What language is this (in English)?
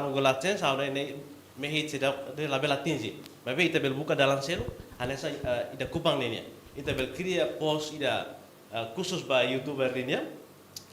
Tetum